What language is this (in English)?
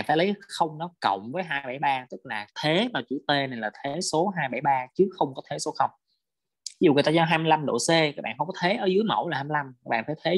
Vietnamese